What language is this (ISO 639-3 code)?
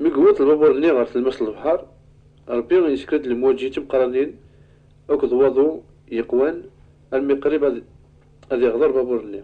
kab